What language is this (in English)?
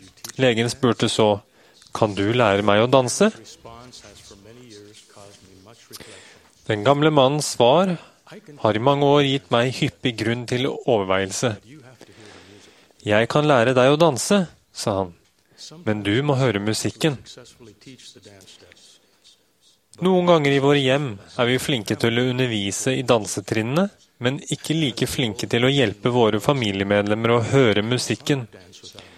Norwegian